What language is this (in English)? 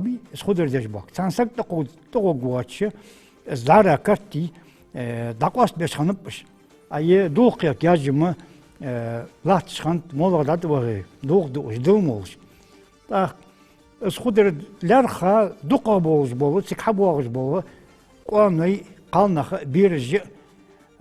Ingush